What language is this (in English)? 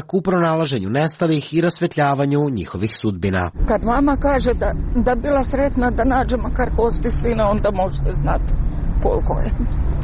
Serbian